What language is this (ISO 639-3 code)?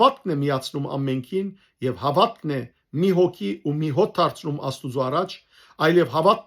hyw